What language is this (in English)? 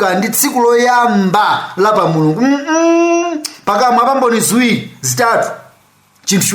Nyanja